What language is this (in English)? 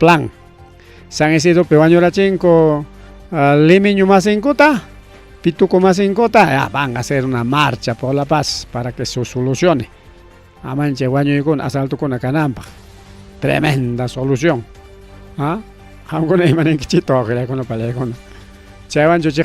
Ayacucho Quechua